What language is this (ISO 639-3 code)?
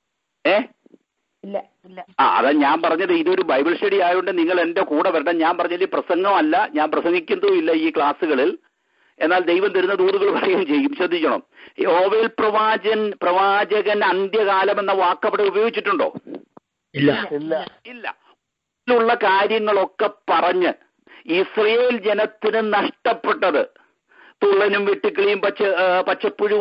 mal